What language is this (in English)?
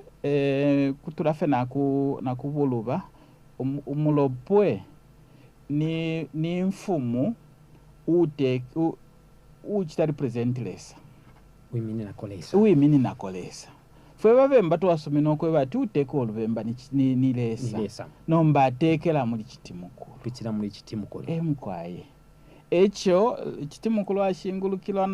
Bemba